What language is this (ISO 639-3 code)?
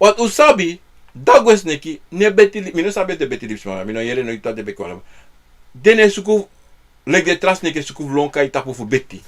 srn